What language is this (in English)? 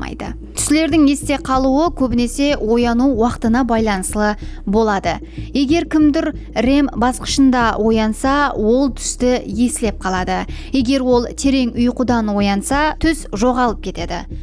Kara-Kalpak